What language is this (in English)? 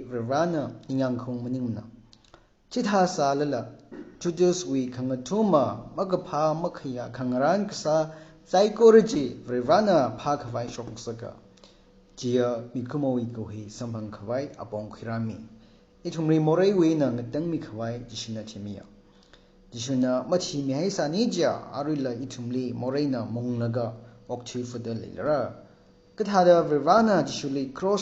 Tangkhul Naga (India)